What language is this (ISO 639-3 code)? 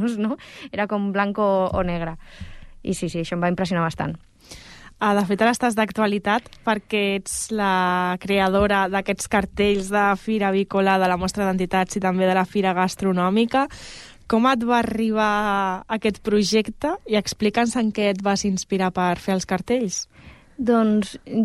cat